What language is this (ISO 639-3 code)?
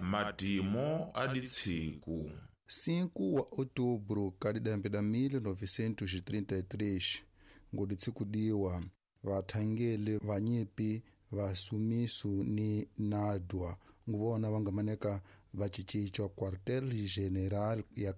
tso